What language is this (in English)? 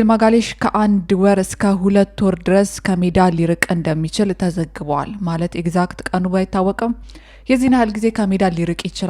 Amharic